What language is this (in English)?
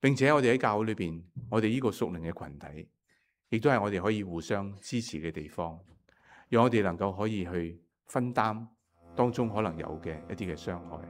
Cantonese